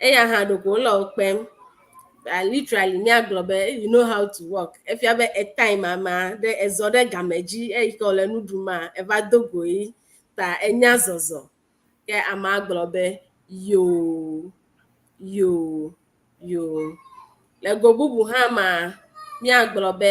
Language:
Ewe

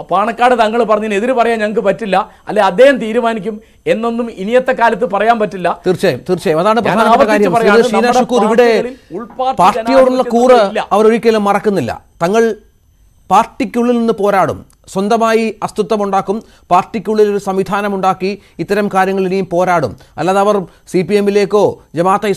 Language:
Malayalam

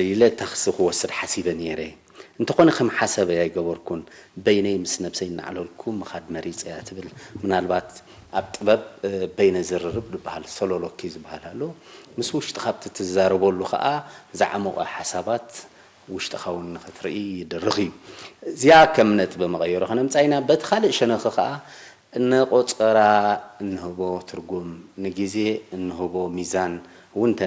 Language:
Tigrinya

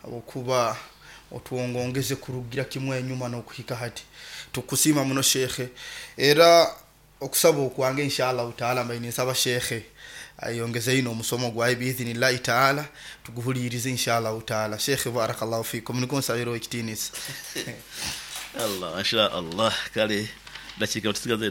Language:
Nyoro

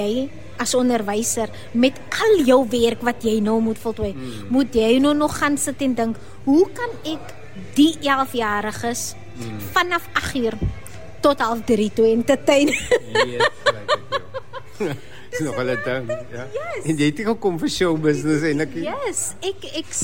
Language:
Afrikaans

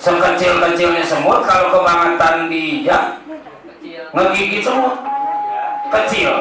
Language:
Betawi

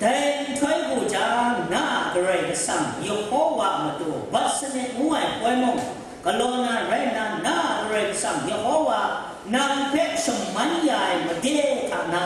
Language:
Kachin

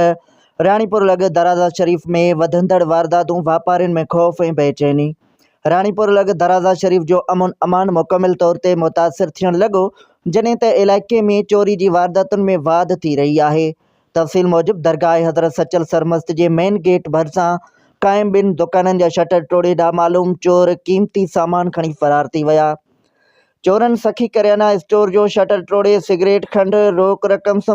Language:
Sindhi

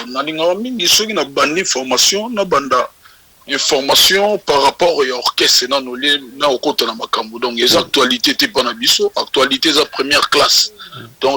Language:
Lingala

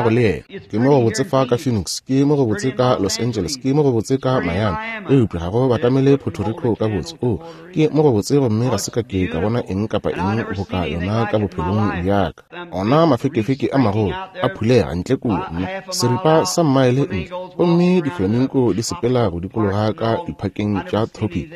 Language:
Northern Sotho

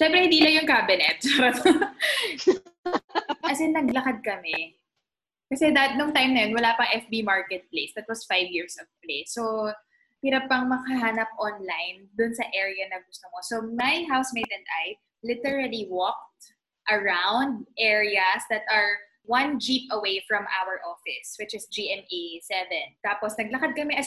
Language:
Filipino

